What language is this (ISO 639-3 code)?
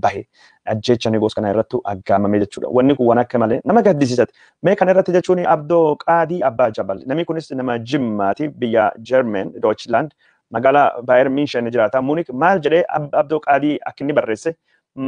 orm